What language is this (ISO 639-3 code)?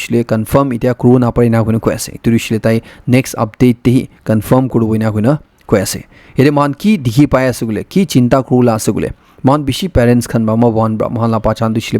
nag